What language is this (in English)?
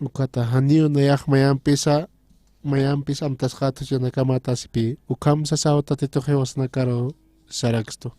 Aymara